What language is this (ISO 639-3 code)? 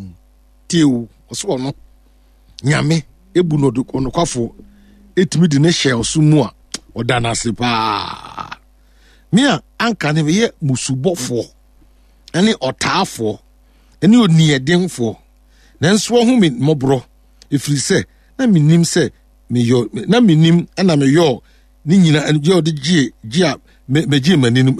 aka